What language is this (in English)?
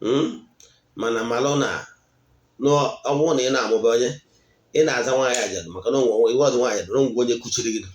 Igbo